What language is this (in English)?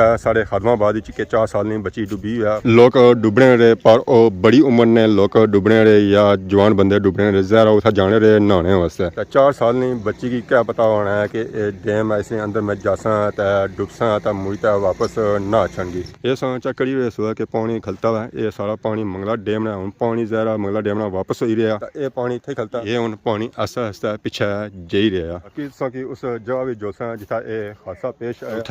Pahari-Potwari